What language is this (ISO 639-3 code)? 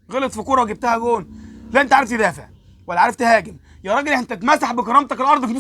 arz